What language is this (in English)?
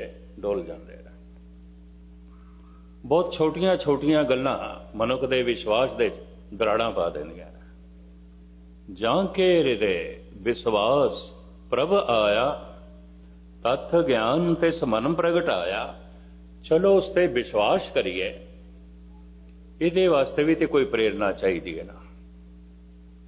Punjabi